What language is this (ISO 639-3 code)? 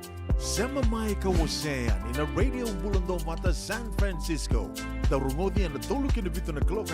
fij